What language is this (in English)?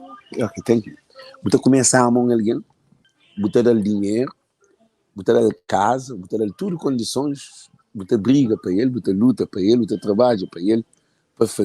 Kabuverdianu